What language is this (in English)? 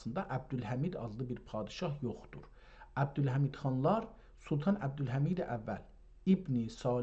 South Azerbaijani